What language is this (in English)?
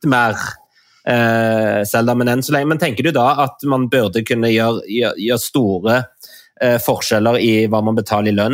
Norwegian